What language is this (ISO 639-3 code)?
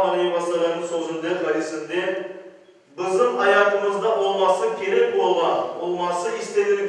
crh